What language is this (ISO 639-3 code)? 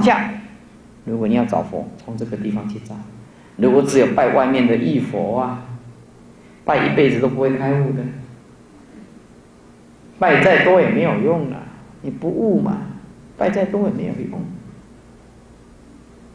zho